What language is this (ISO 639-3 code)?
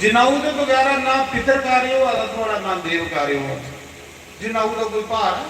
doi